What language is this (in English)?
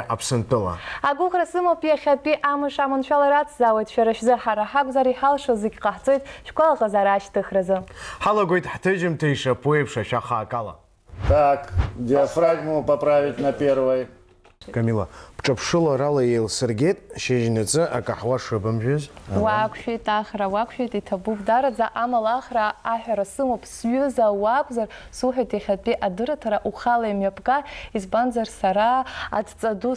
Abkhazian